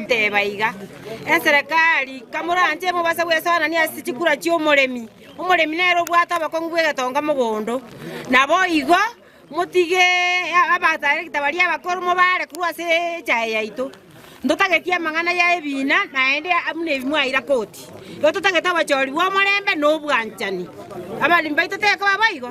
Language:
Gusii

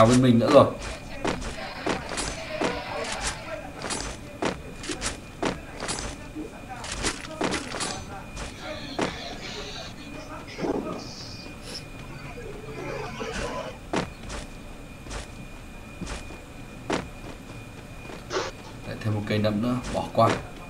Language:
Vietnamese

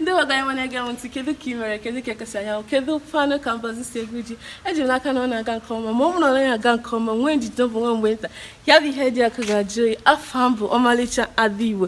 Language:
Igbo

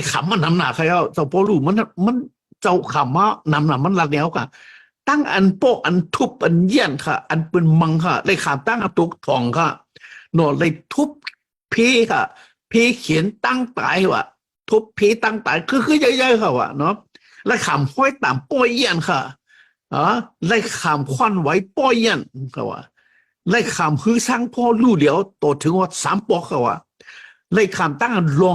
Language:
Shan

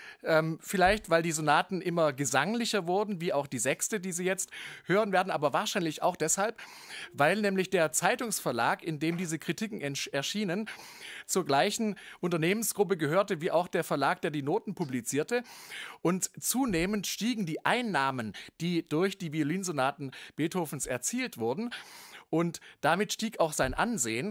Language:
German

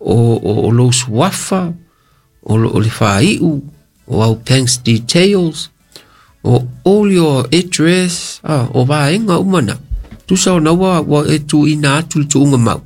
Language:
Samoan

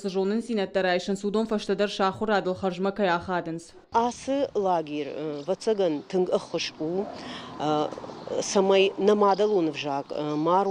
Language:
Ossetic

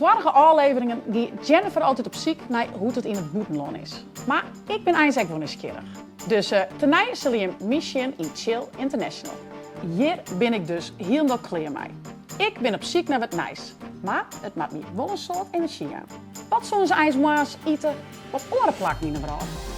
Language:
Western Frisian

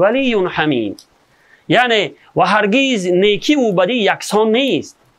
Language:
Tajik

